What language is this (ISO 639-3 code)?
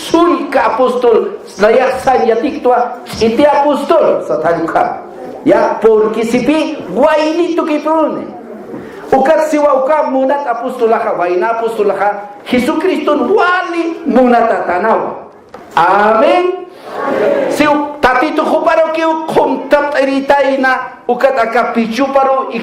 aym